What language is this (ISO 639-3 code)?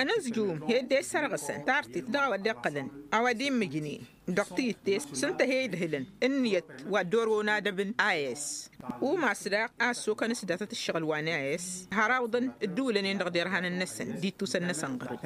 taq